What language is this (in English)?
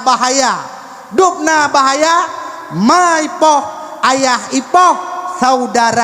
Achinese